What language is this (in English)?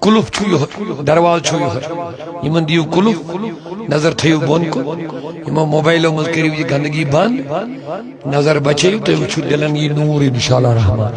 Kashmiri